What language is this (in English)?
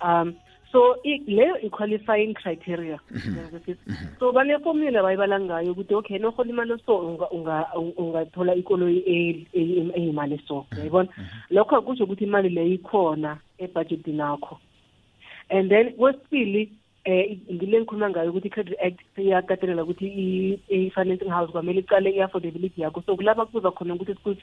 South Ndebele